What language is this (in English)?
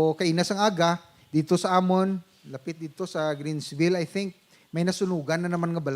Hiligaynon